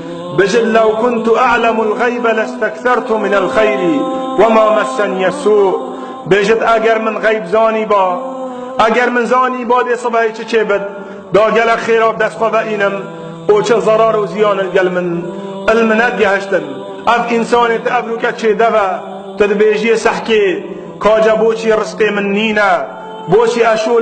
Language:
Kurdish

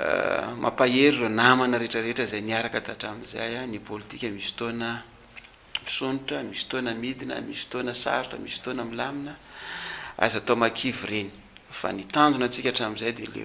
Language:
Malagasy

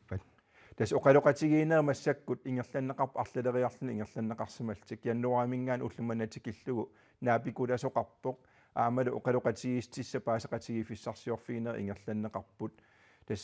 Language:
Kalaallisut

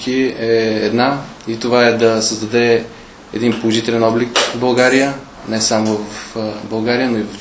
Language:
Bulgarian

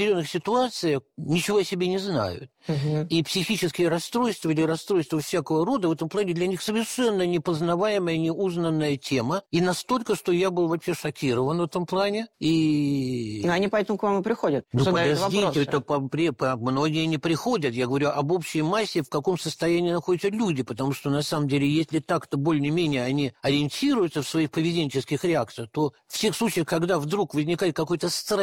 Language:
Russian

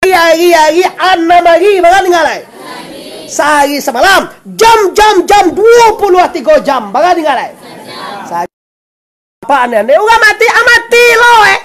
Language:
Minangkabau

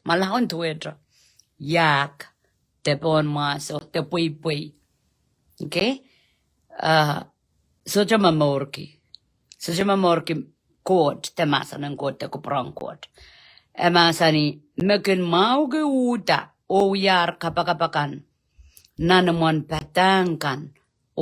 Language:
Pohnpeian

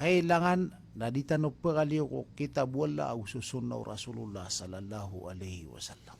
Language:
Maranao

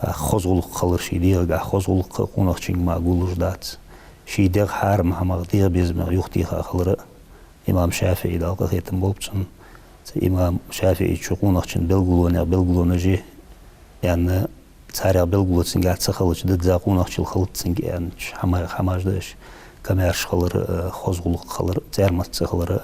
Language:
Ingush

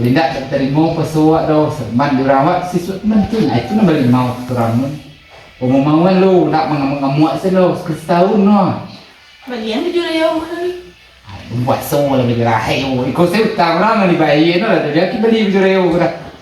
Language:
Minangkabau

